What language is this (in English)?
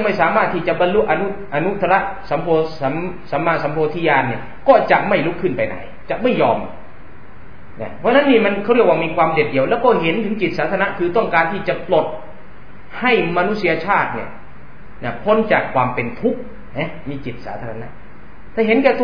Thai